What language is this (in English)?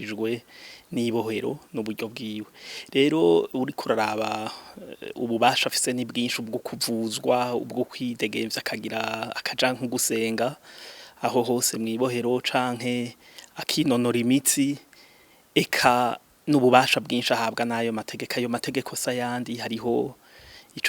Rundi